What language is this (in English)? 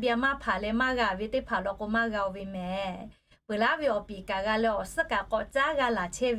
Lahu